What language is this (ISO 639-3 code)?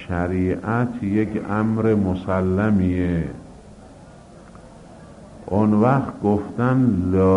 fas